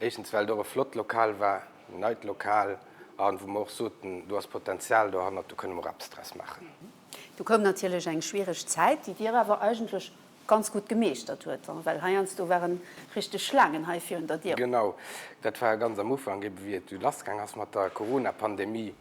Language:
Luxembourgish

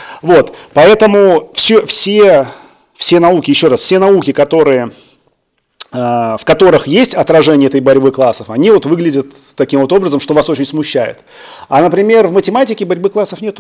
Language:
Russian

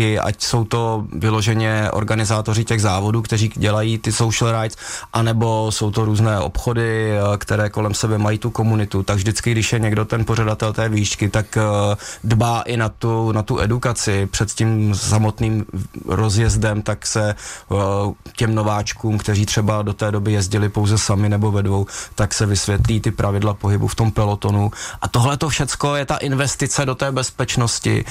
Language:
Czech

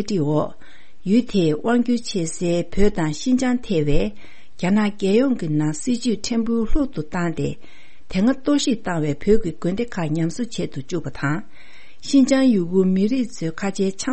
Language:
Tibetan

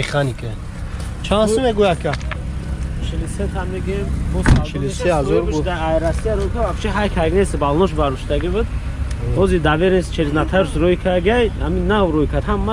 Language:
Tajik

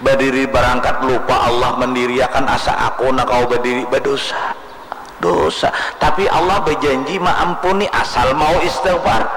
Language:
Banjar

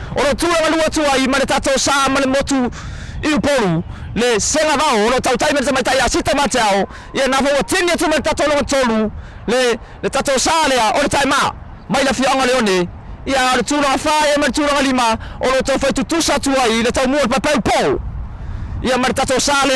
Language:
Samoan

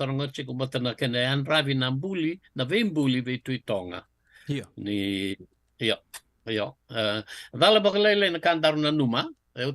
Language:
Fijian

